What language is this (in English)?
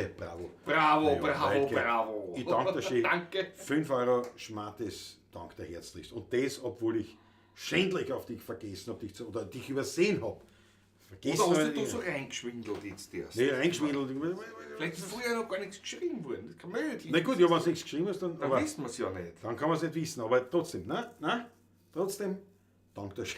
Bavarian